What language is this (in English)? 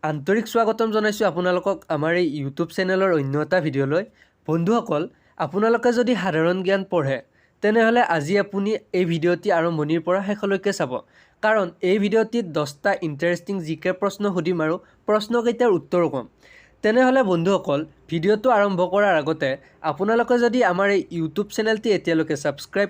Assamese